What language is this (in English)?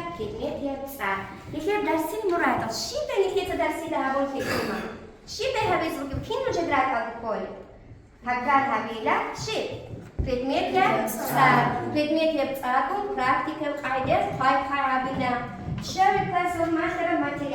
Avaric